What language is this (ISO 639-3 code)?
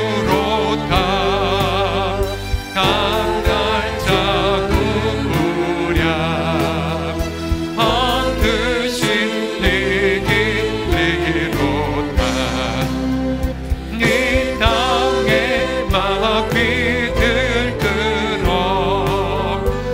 kor